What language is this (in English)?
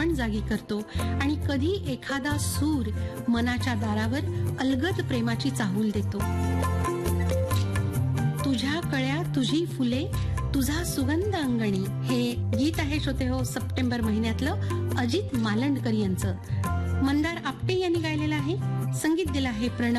Marathi